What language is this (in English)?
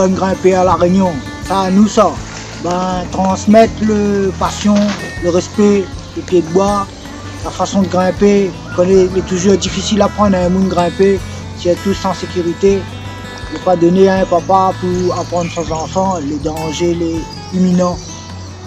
Réunion Creole French